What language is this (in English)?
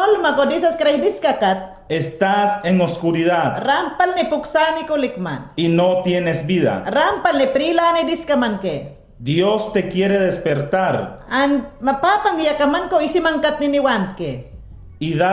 Mayangna